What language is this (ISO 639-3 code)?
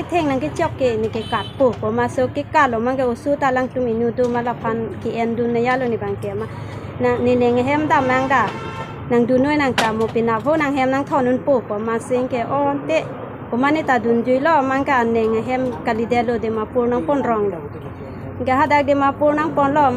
mjw